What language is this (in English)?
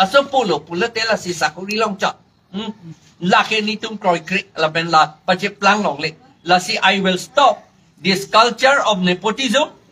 Karbi